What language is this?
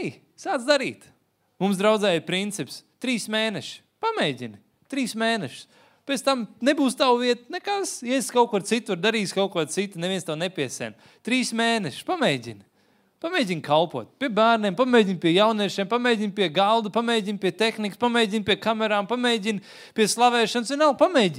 Latvian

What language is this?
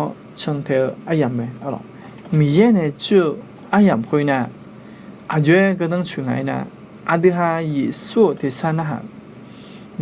Akha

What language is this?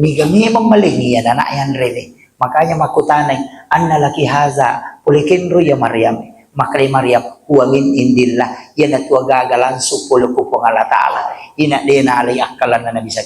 Buginese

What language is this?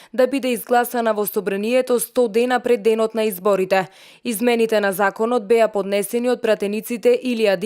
Macedonian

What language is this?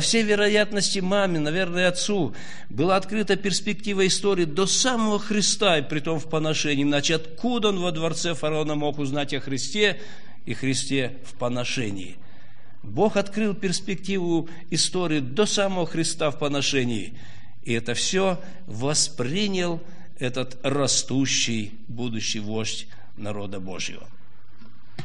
Russian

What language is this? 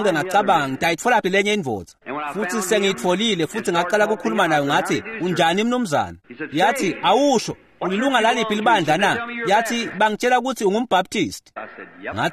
Swati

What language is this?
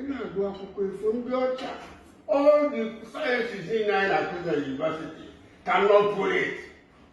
Igbo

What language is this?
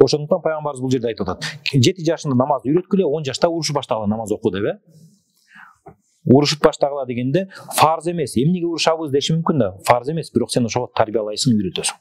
Kyrgyz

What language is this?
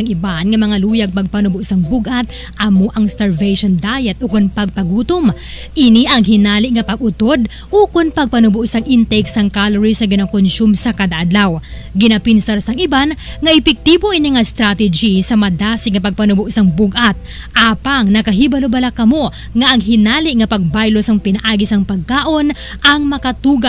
Hiligaynon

